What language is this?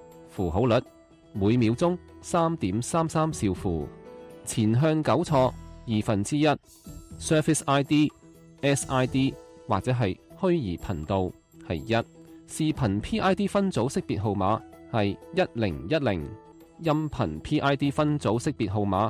Cantonese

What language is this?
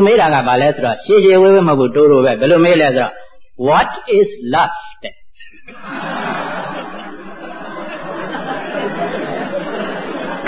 Burmese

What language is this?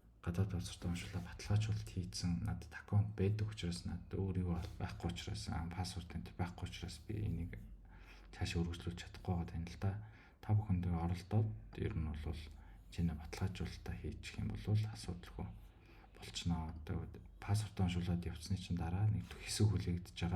Mongolian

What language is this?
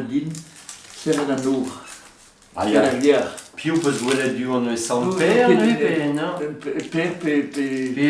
Breton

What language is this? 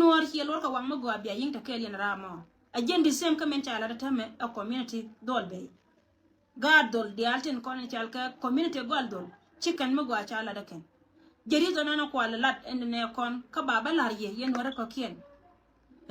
Nuer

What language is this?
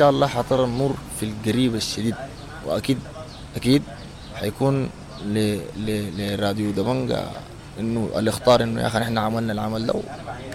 Sudanese Arabic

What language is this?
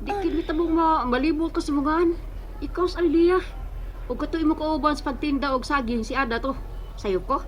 Cebuano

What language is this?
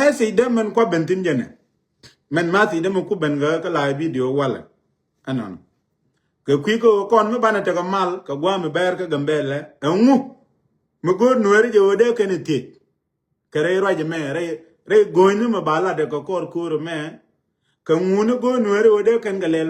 Nuer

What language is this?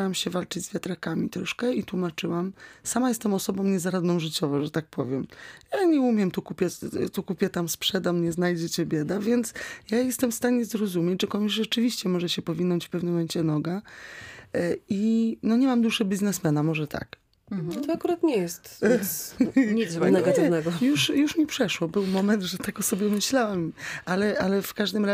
Polish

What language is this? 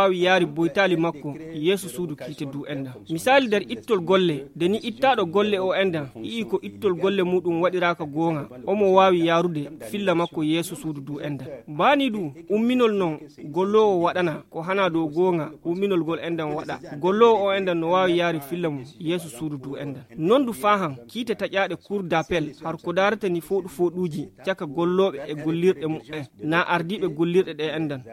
Fula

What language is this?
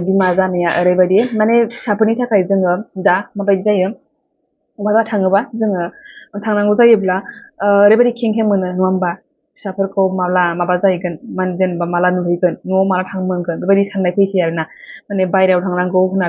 Bodo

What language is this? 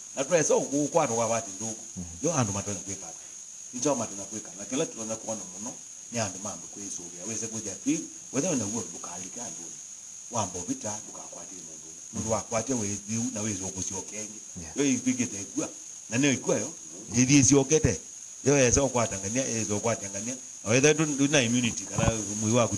Kamba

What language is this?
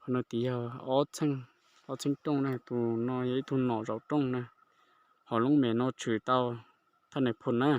Hmong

